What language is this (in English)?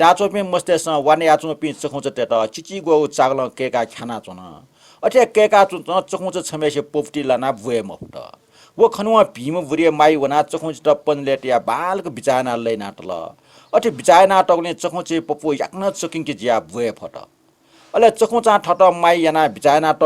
Newari